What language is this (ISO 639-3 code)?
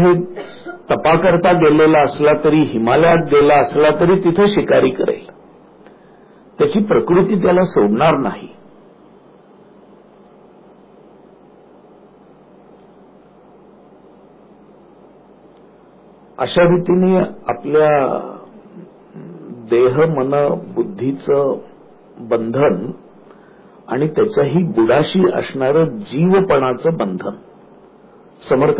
mar